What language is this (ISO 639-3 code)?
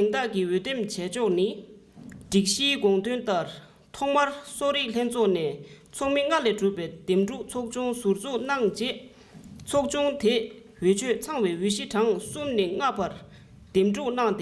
bod